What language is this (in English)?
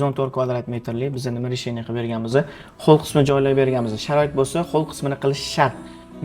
Uzbek